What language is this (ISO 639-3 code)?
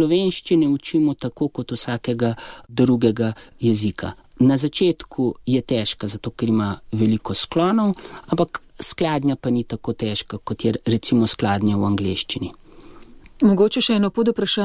slv